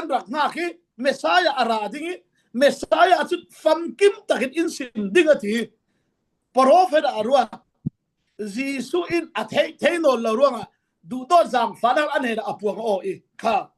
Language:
Falam Chin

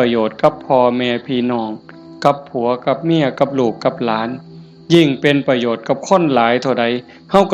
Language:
Northeastern Thai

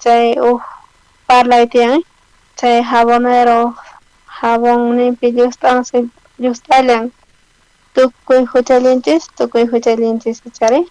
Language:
South Bolivian Quechua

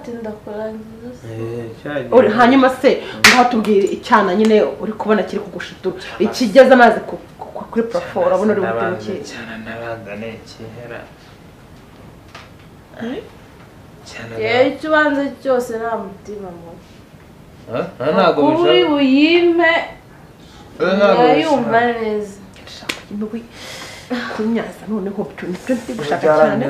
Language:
Kinyarwanda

